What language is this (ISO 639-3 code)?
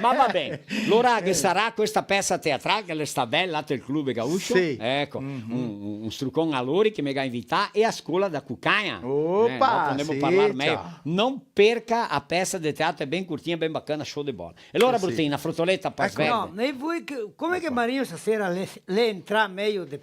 vec